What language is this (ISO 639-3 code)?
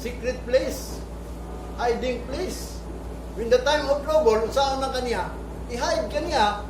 ceb